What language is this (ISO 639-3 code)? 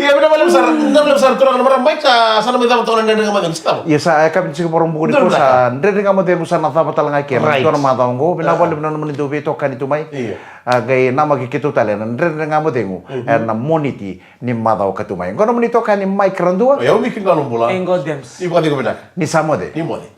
fij